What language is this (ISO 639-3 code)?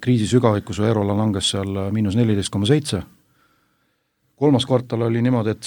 est